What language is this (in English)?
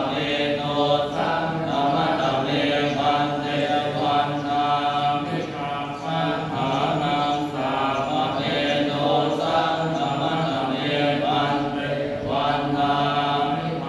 Pali